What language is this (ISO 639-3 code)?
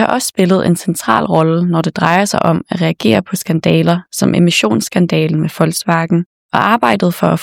dan